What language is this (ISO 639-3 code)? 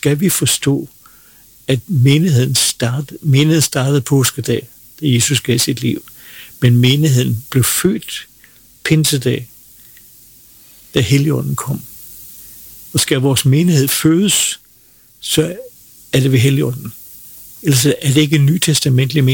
dan